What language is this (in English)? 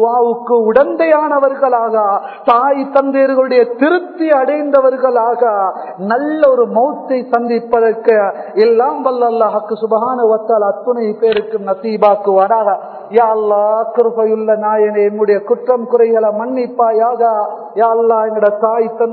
Tamil